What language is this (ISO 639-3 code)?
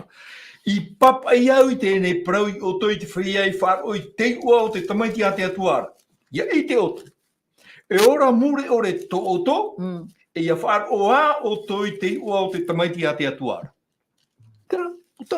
tah